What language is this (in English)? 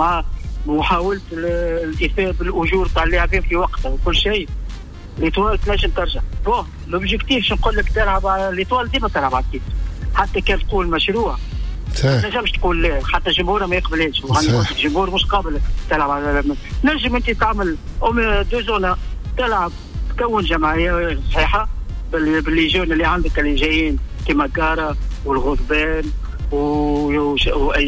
Tunisian Arabic